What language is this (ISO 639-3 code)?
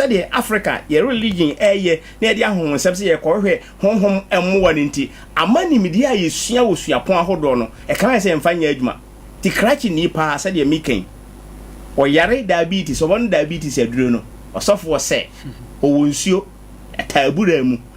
aka